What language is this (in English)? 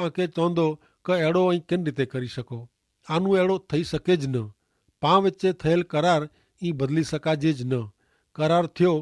Kachhi